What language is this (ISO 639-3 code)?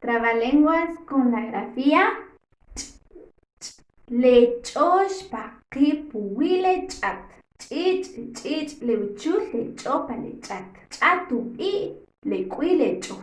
quc